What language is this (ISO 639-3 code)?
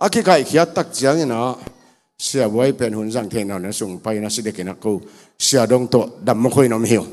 ctd